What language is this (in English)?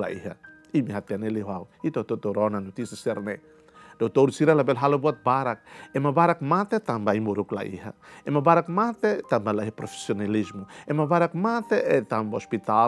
Tetum